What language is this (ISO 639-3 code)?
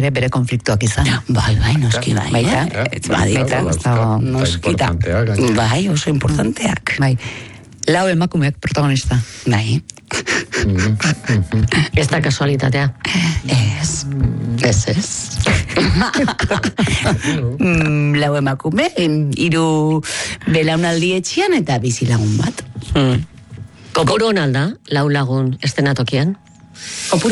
eus